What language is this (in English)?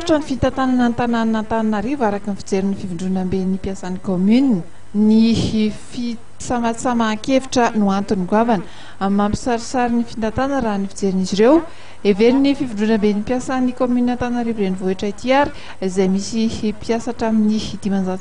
Malagasy